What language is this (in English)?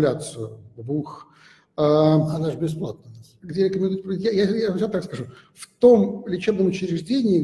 Russian